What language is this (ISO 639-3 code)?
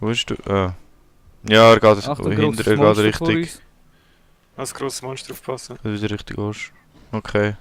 gsw